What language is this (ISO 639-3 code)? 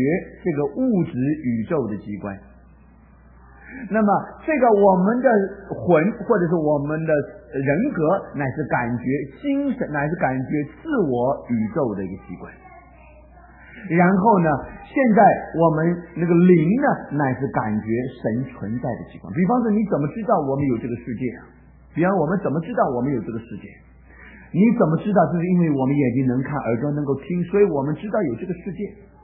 zho